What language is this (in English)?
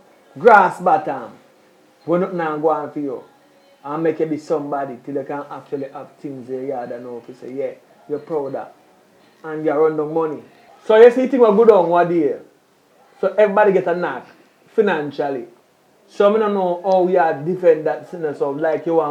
Jamaican Creole English